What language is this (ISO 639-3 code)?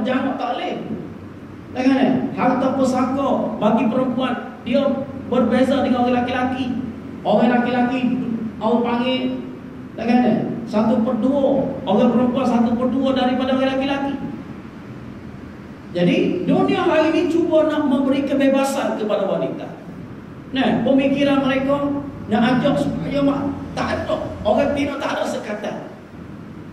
msa